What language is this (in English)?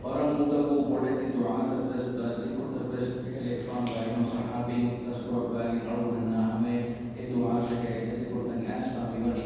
Divehi